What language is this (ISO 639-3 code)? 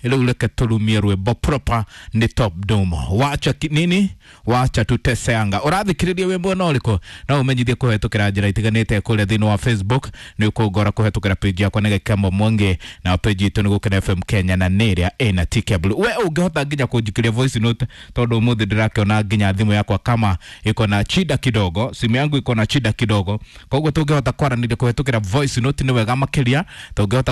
kik